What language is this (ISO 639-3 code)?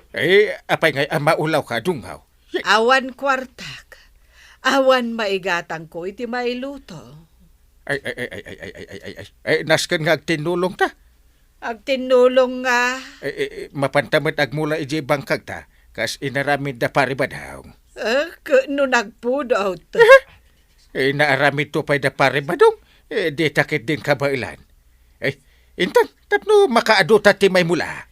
ilo